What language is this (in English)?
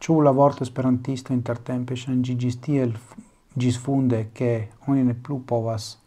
Esperanto